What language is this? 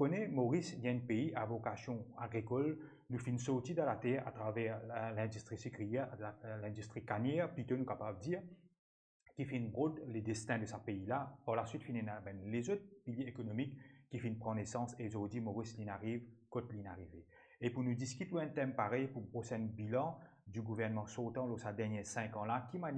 Morisyen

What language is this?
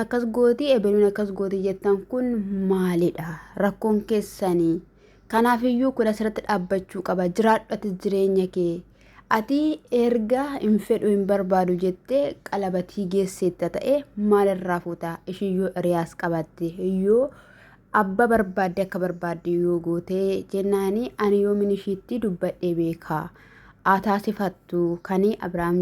Oromo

